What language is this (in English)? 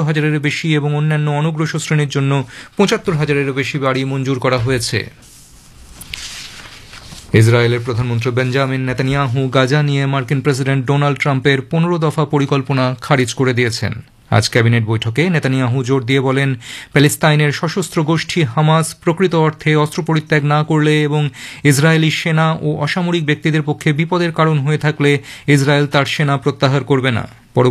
Bangla